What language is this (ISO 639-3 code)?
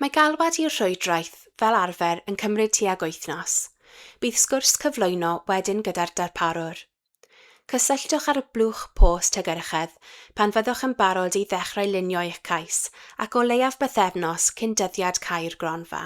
cym